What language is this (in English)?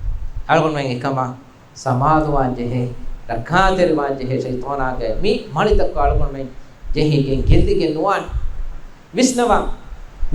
Divehi